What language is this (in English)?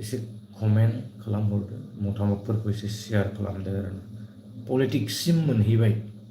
Bodo